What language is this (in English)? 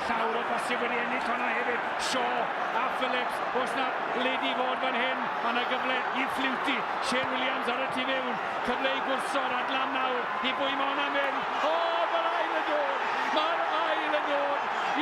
Welsh